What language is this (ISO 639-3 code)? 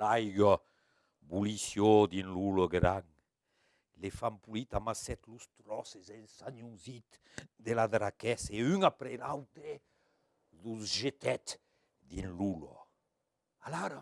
oci